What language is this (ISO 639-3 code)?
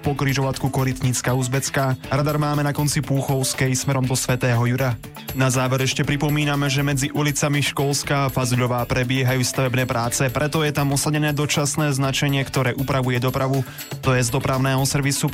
slk